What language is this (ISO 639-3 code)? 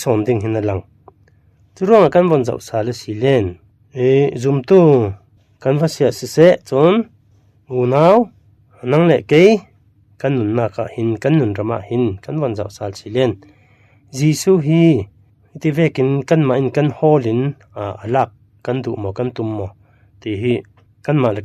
cfm